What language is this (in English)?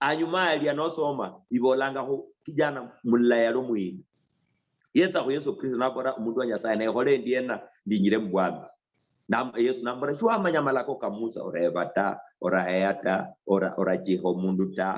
Luyia